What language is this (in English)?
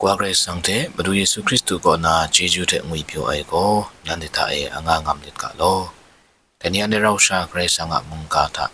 Kachin